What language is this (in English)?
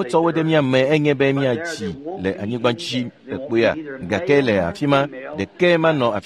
Ewe